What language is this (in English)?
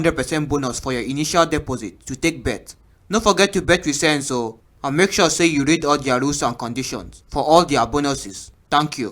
Nigerian Pidgin